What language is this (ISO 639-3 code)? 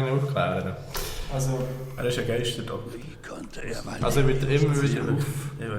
gsw